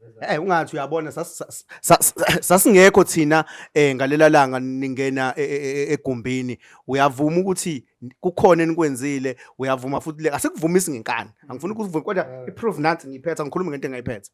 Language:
Zulu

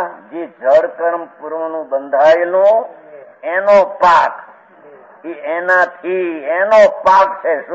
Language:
Gujarati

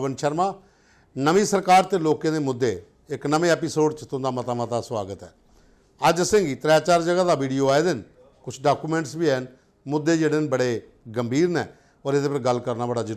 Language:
Dogri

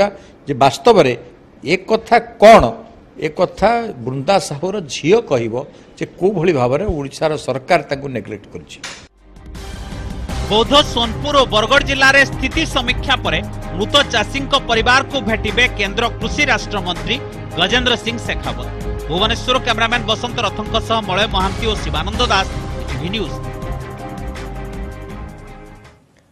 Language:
Odia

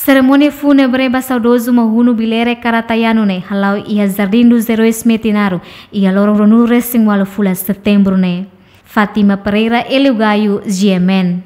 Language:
Tetum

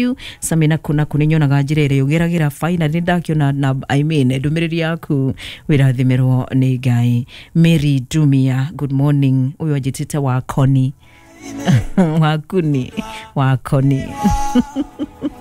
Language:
Kikuyu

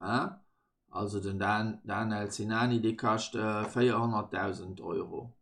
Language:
Luxembourgish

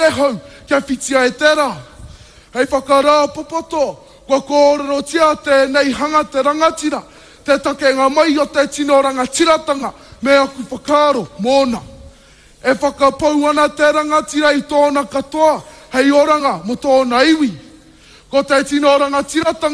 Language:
Māori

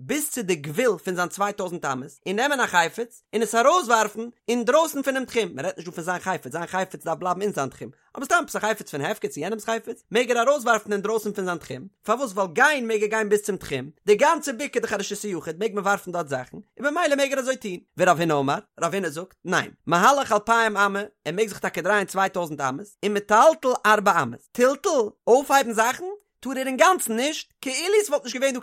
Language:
Yiddish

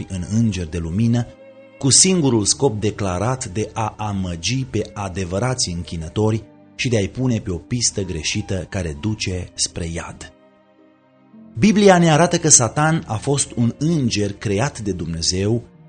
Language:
Romanian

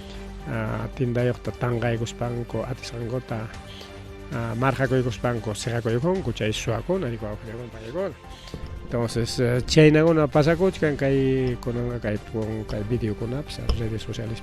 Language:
Ayacucho Quechua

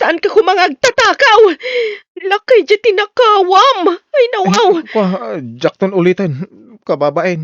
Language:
Iloko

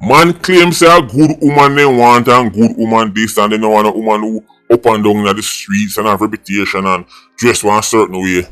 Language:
Jamaican Creole English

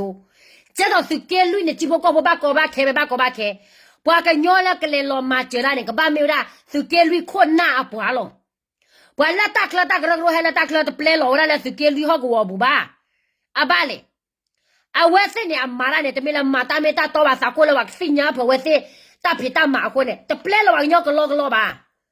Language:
S'gaw Karen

